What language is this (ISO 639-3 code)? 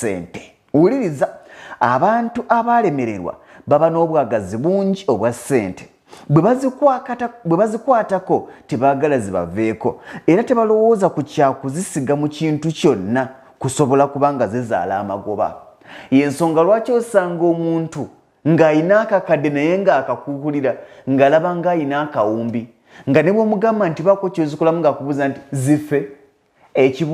lug